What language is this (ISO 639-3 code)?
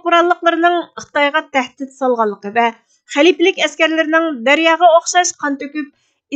uig